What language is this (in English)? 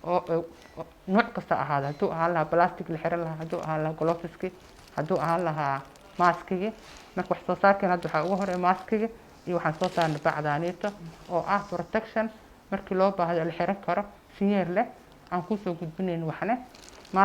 Somali